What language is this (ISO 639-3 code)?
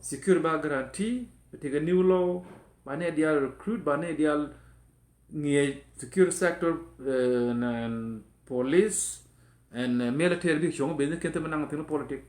nus